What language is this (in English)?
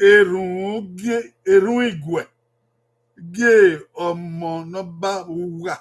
Bini